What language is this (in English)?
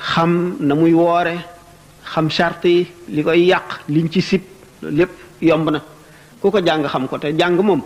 Wolof